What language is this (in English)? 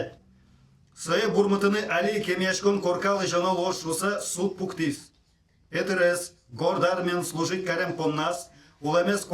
Udmurt